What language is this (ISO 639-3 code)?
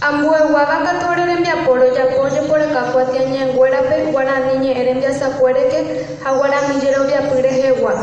grn